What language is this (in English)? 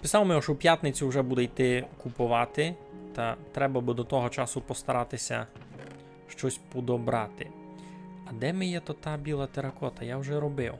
Rusyn